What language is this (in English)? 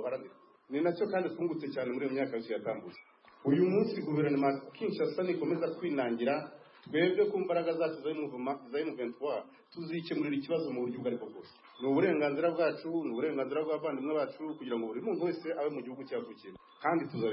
Kinyarwanda